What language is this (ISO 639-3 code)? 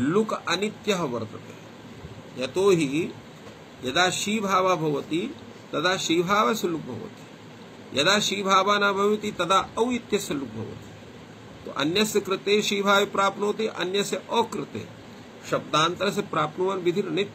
san